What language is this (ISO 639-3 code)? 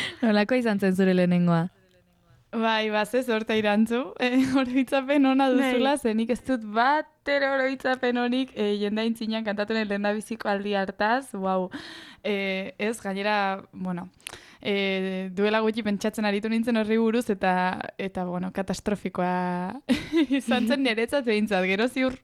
eus